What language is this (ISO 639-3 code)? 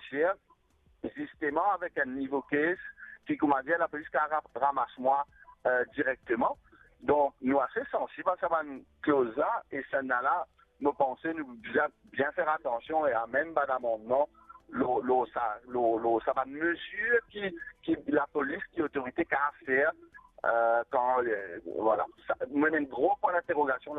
mfe